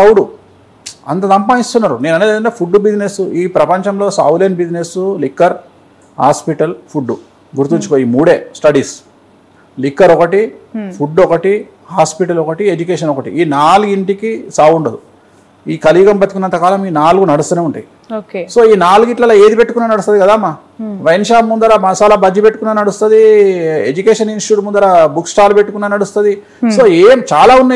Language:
Telugu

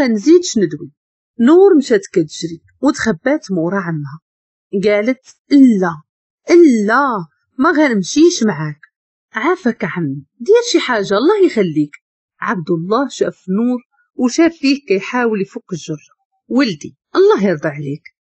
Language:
Moroccan Arabic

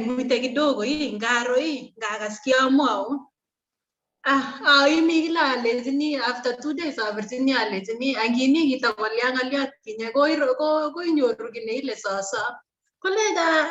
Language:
Kalenjin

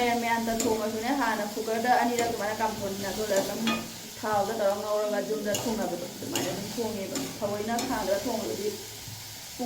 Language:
Manipuri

